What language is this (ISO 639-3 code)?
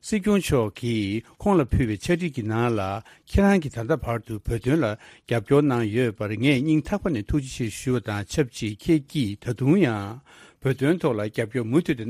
bod